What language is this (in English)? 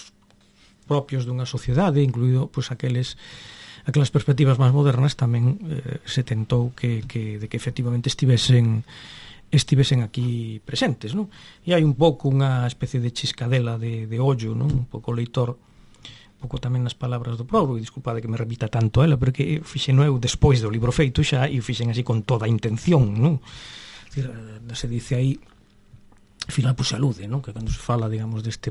Galician